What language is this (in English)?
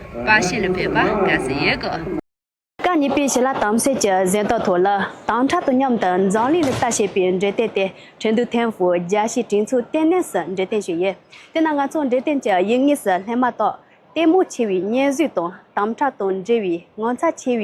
Tibetan